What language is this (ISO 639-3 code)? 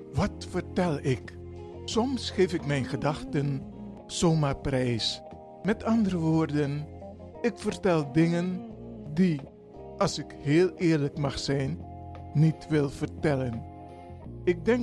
nld